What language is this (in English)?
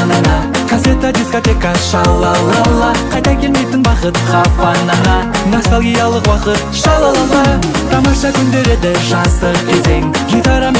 Kazakh